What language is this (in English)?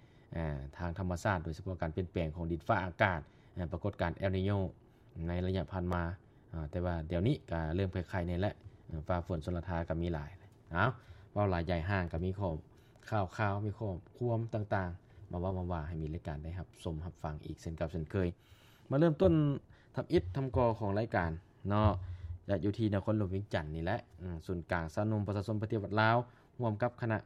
Lao